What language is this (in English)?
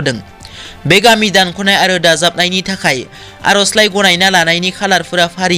Bodo